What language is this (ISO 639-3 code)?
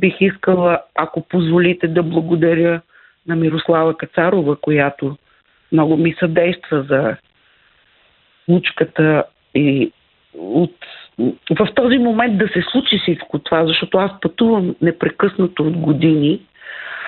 bul